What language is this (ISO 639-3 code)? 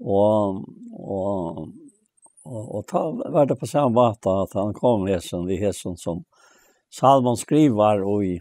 fao